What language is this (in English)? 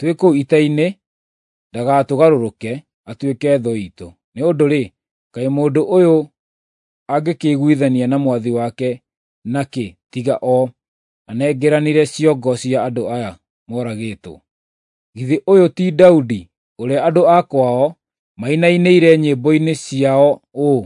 Kikuyu